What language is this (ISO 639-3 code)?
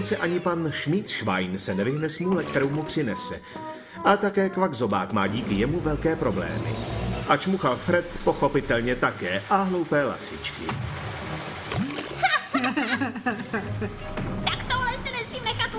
ces